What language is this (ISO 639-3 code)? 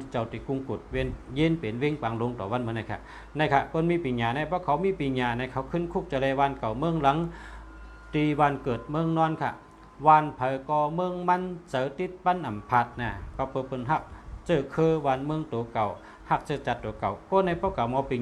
shn